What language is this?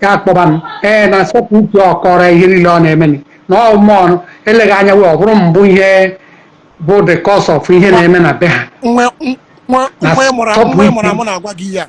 Igbo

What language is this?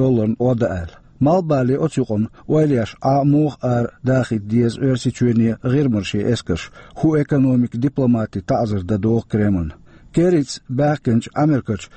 Chechen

